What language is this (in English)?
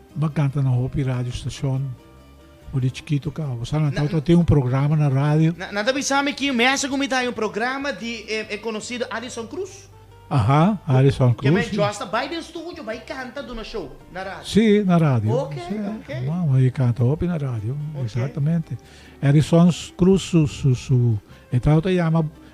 Papiamento